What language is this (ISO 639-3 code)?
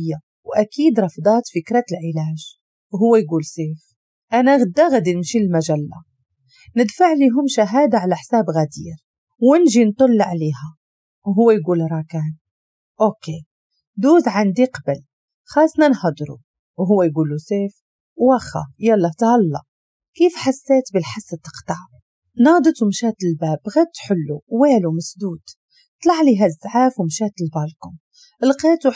ary